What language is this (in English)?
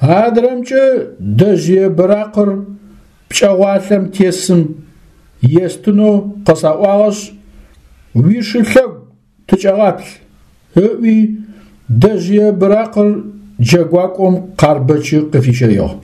Adyghe